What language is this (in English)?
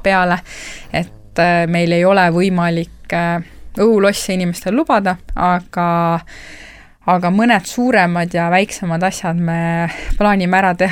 Estonian